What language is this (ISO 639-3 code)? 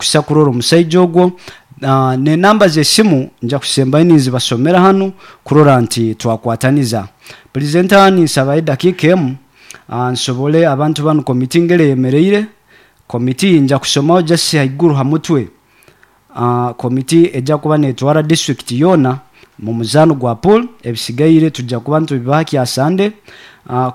nyo